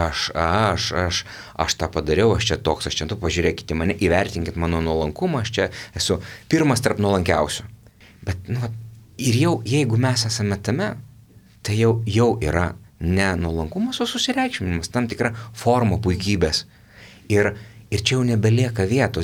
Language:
Lithuanian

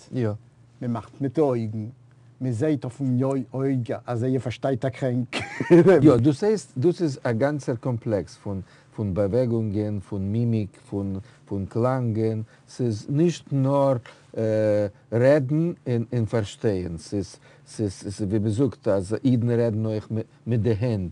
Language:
Yiddish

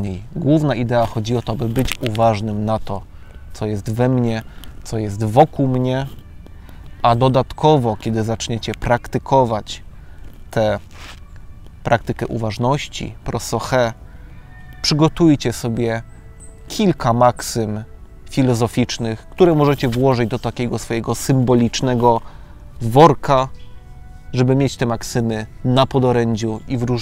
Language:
Polish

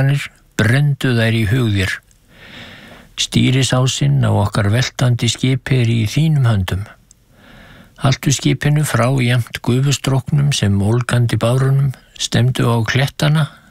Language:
Icelandic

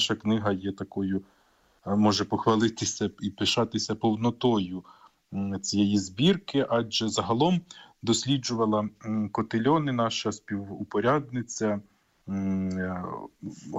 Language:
Ukrainian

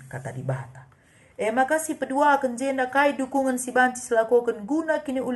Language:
Batak Karo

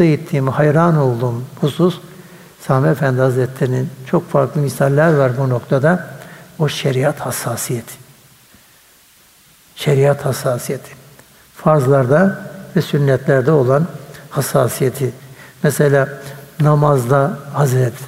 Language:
Turkish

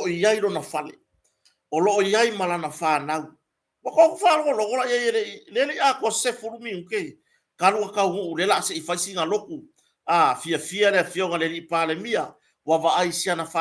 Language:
Samoan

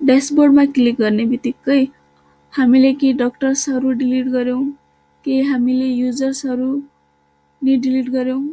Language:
Nepali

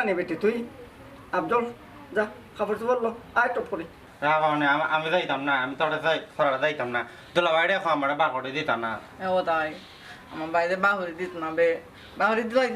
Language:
Sylheti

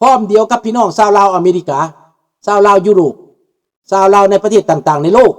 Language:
Lao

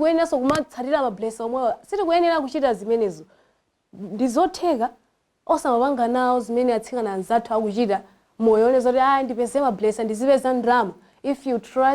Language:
Nyanja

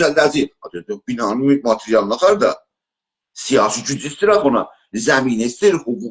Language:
South Azerbaijani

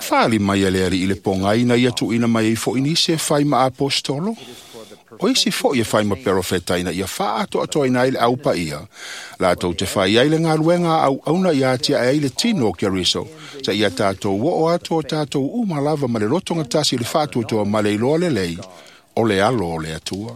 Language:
Samoan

